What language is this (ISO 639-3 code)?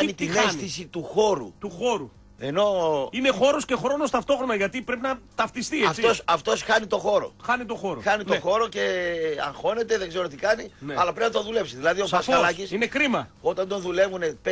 ell